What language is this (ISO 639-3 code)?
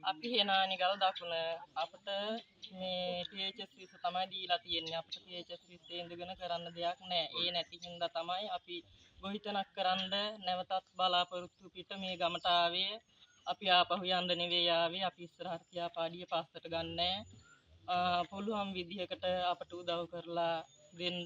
sin